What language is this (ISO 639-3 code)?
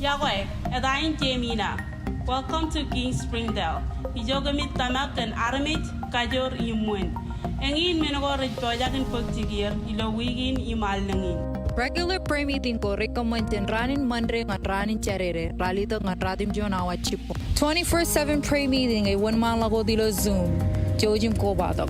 mah